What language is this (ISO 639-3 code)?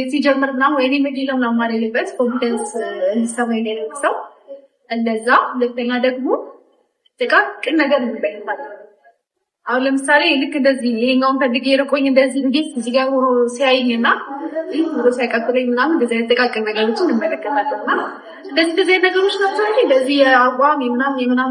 amh